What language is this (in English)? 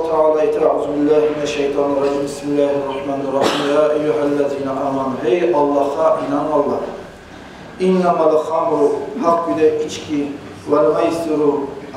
Kumyk